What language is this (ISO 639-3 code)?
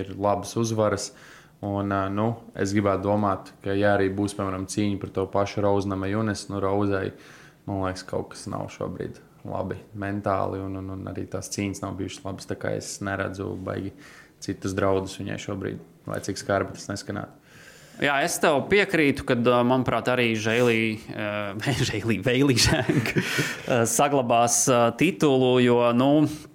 lav